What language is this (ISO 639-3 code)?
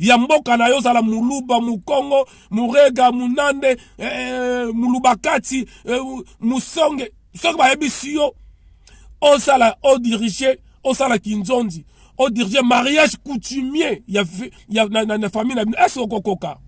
lin